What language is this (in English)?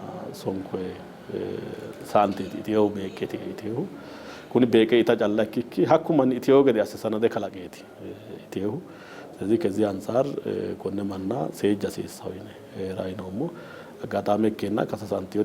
Sidamo